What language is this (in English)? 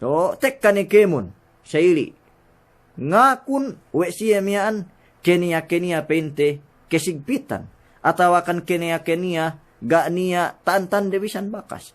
Yakan